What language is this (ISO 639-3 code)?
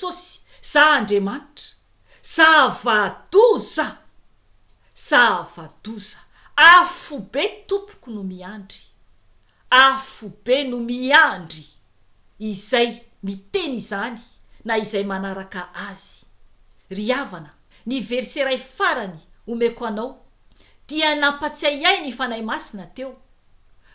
mlg